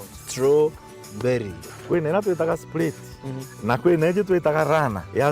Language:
Meru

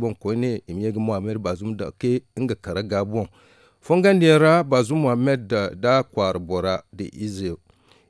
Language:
Zarma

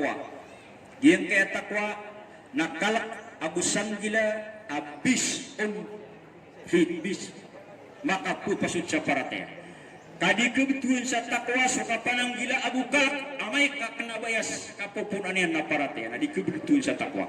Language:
Maranao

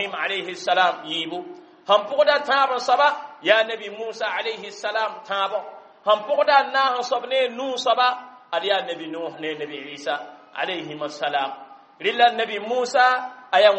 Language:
Mossi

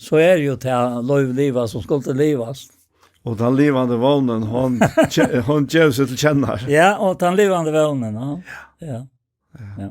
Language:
Faroese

